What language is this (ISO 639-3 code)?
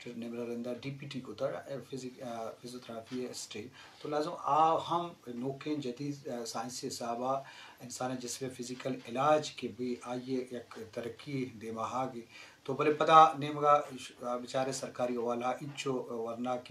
bgp